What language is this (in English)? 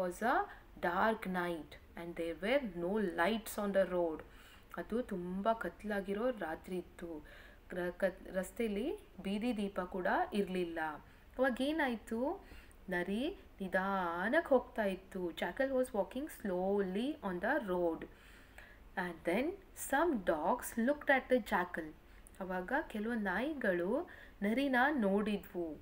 Kannada